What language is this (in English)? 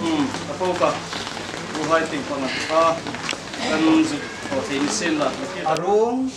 Hmar